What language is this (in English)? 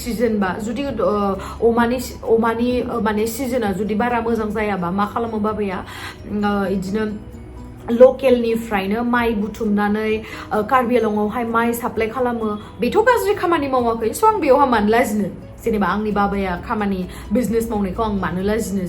Bodo